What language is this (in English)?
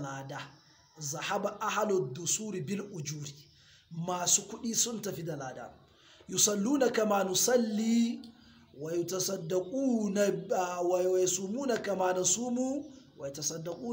Hausa